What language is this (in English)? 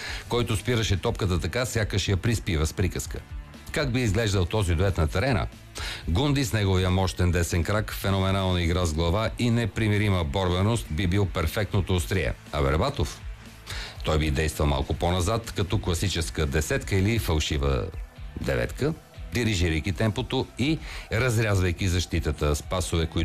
Bulgarian